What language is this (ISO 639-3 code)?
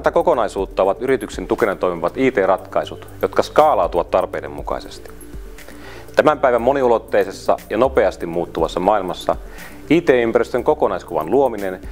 fin